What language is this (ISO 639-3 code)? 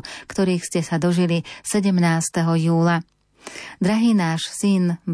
slk